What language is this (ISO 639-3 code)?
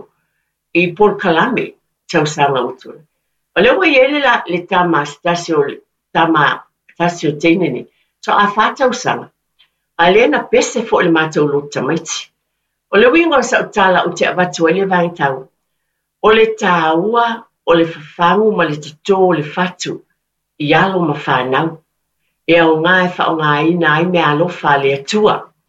smo